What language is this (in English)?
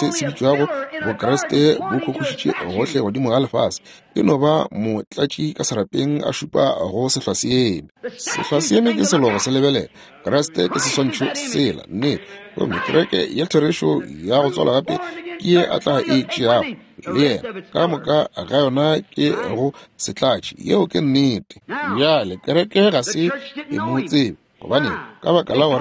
Northern Sotho